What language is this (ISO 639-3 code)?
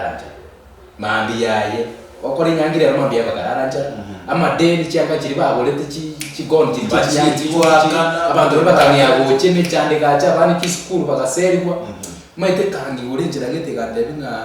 guz